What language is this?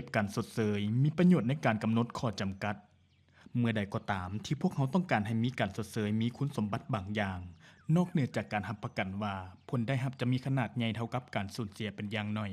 Lao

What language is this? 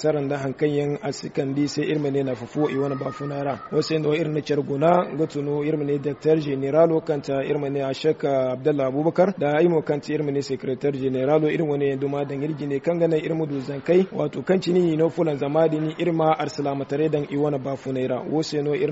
Zarma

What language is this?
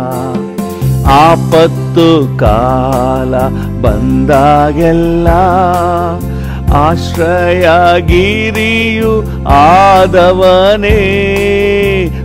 Kannada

